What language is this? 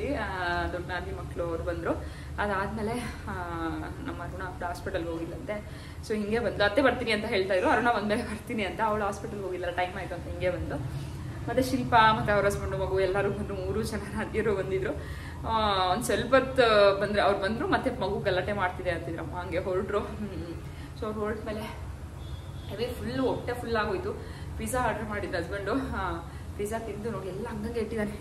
Kannada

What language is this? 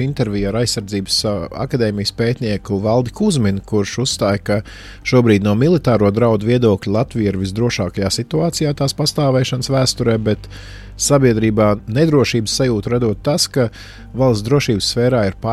Latvian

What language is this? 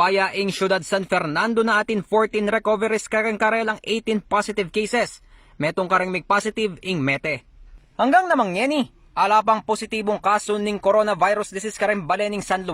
Pampanga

